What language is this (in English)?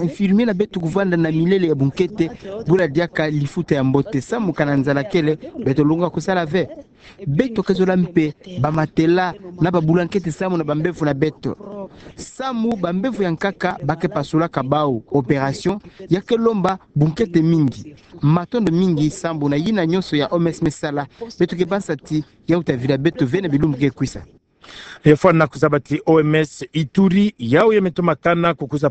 Kituba (Democratic Republic of Congo)